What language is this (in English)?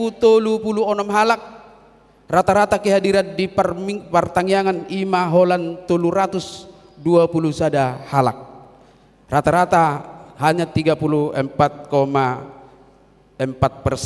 Batak Toba